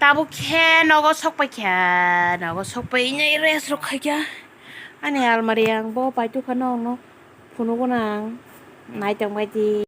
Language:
Kok Borok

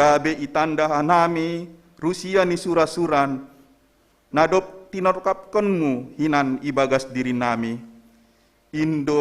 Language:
Batak Simalungun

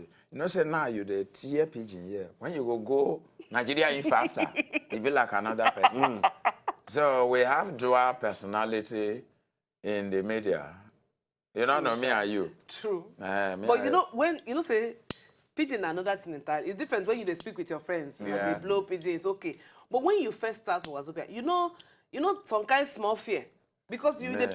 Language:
Nigerian Pidgin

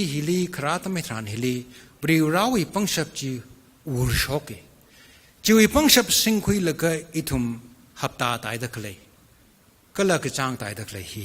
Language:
Tangkhul Naga (India)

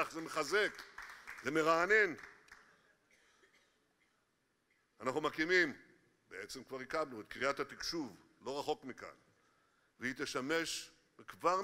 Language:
Hebrew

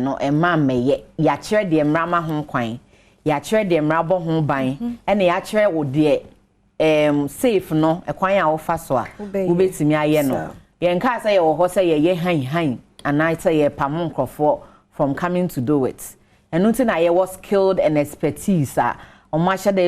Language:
Akan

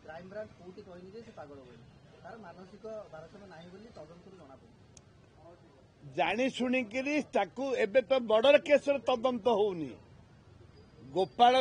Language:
Odia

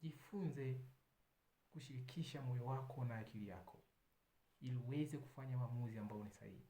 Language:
Swahili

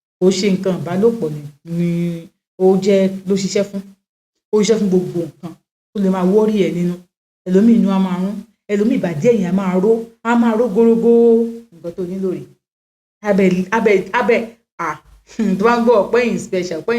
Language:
Yoruba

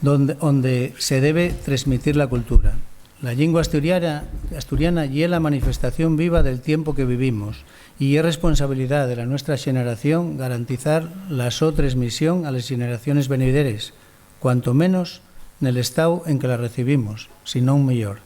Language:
Asturian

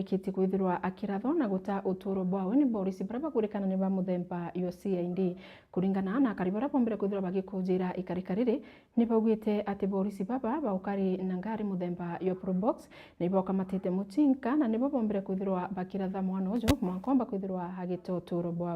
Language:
Meru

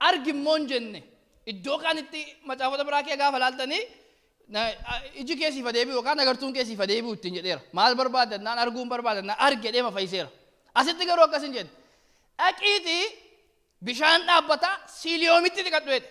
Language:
Oromo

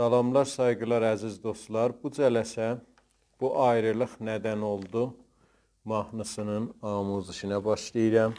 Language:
South Azerbaijani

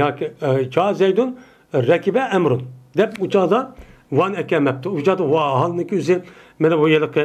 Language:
Uyghur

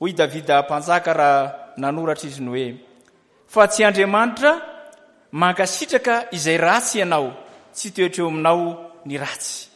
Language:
Malagasy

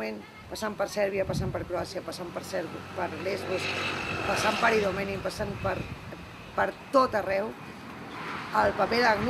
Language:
Catalan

